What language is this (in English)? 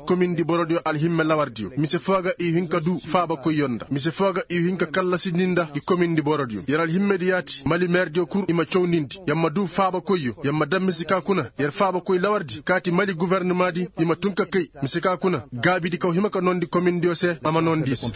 Koyraboro Senni